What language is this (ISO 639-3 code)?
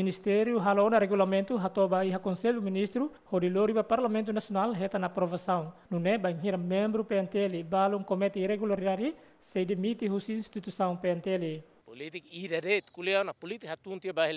tet